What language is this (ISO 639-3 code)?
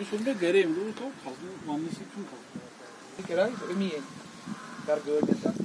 kas